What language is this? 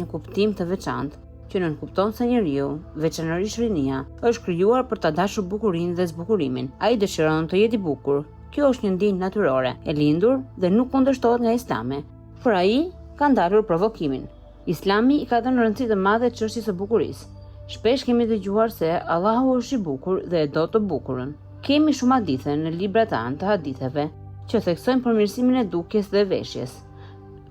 Albanian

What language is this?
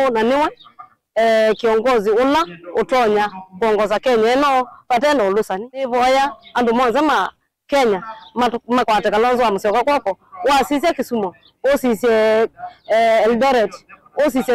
Kamba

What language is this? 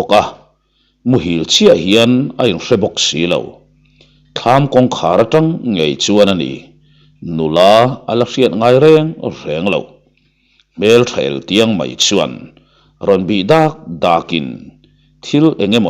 Mizo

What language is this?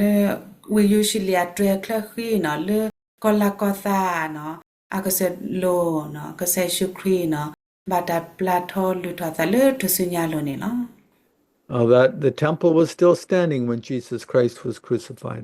S'gaw Karen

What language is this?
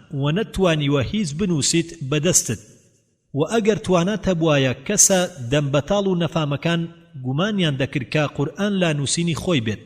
Central Kurdish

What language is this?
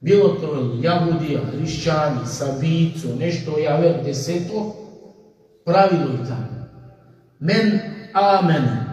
Balkan Romani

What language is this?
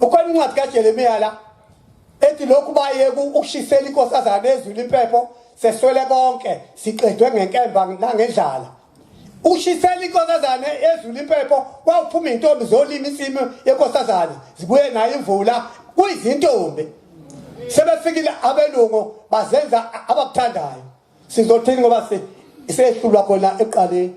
Zulu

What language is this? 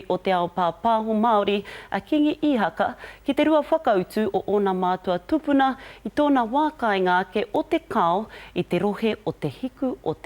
Māori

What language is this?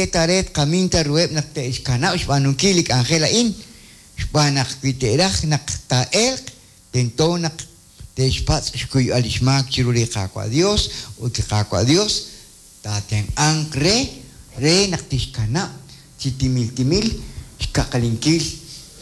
Kekchí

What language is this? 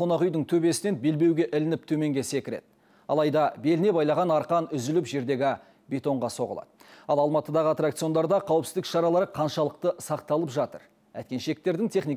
Kazakh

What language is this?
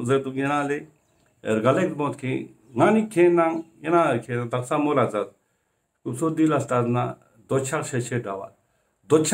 Ladakhi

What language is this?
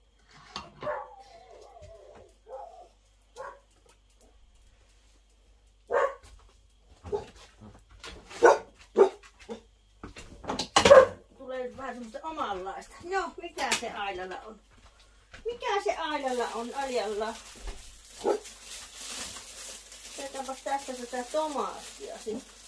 Finnish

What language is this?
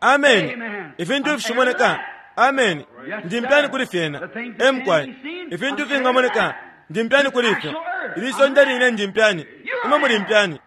Bemba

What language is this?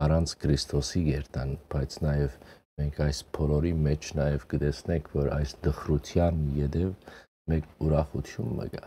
Western Armenian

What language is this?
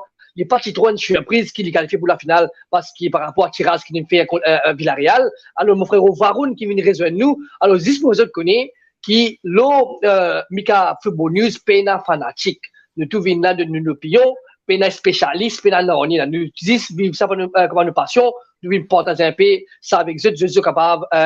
Morisyen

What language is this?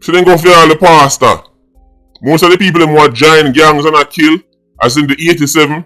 Jamaican Creole English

